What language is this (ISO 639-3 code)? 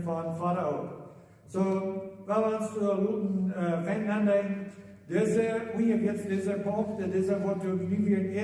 pdt